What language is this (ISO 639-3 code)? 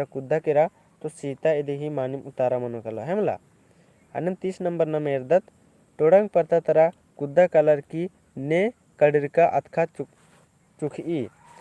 kru